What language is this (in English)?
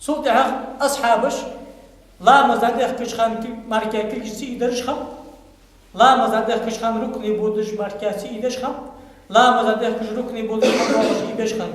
Ingush